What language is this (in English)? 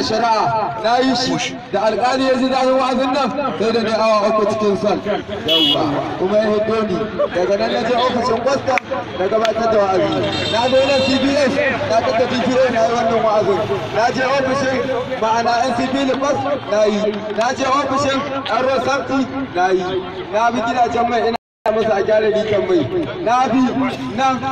Hausa